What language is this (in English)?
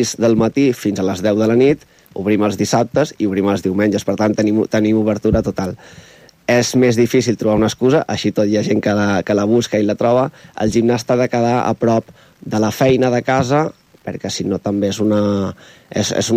Catalan